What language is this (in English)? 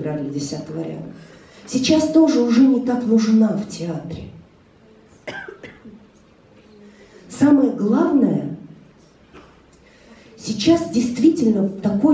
Russian